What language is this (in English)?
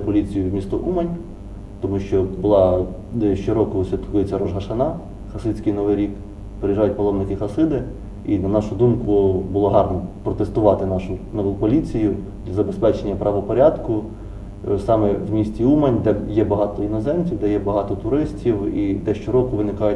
Ukrainian